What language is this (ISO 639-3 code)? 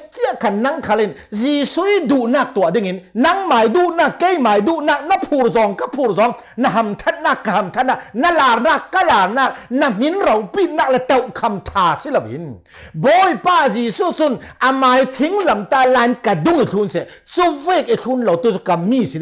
cnh